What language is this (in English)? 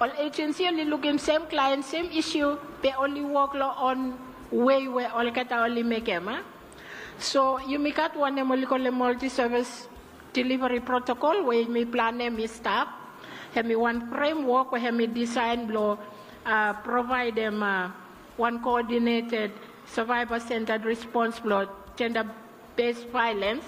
Bislama